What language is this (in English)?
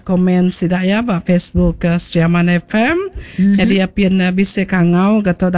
Iban